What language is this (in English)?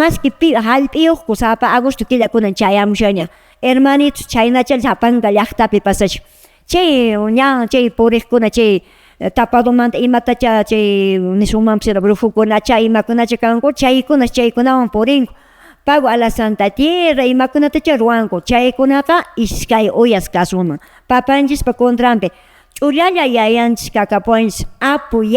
Quechua